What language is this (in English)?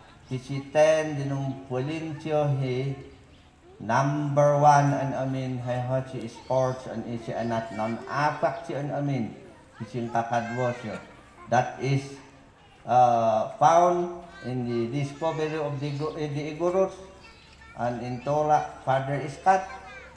Mayoyao Ifugao